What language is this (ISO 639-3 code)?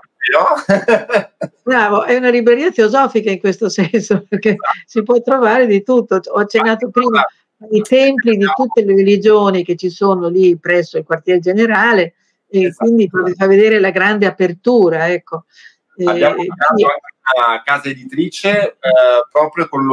ita